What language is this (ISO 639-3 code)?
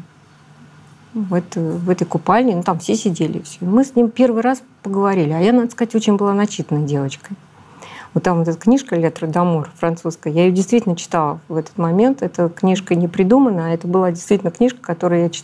rus